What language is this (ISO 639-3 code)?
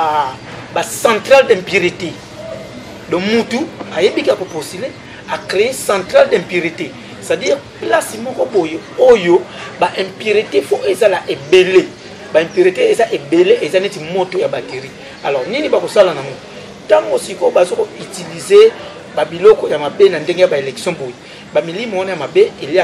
lin